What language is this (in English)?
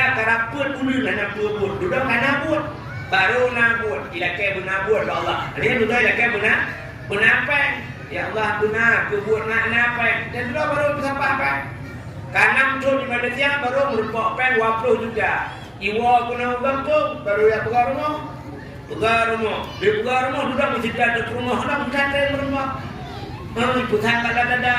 Achinese